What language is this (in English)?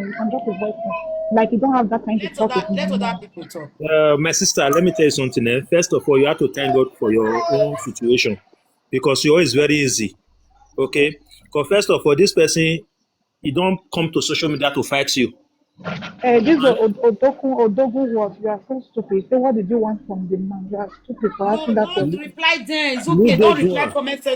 Nigerian Pidgin